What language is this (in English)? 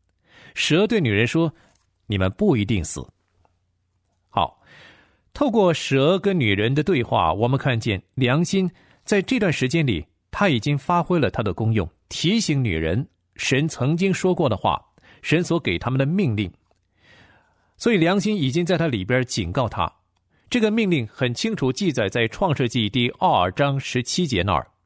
Chinese